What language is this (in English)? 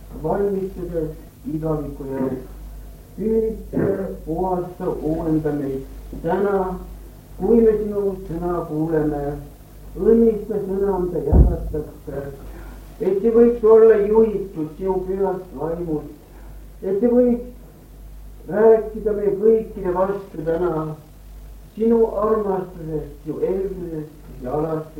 Estonian